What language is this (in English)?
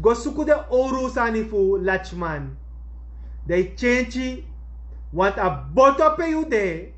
Sranan Tongo